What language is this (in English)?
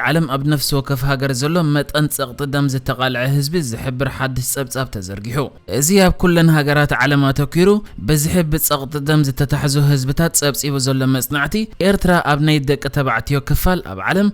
Tigrinya